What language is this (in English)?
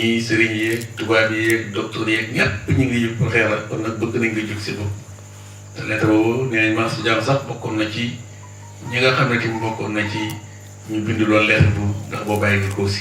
Wolof